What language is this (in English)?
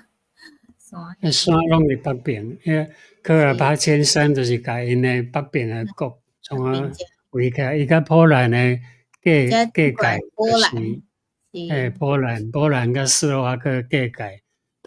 Min Nan Chinese